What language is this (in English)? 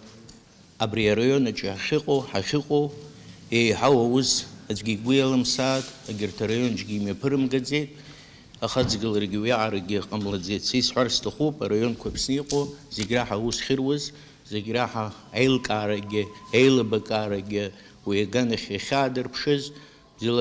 Abkhazian